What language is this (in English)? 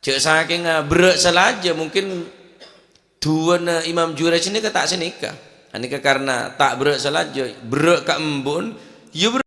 Madurese